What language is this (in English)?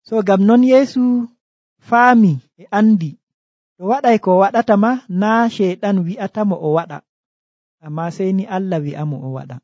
Nigerian Fulfulde